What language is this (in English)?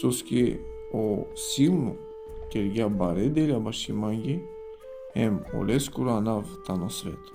Balkan Romani